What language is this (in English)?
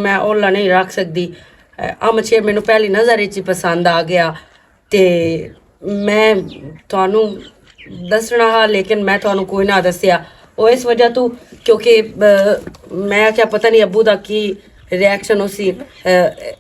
Western Panjabi